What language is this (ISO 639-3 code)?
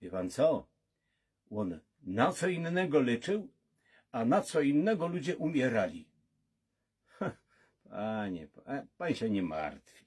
szl